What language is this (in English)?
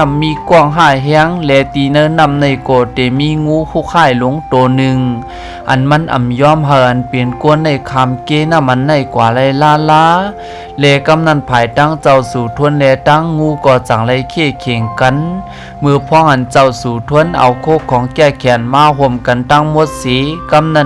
Shan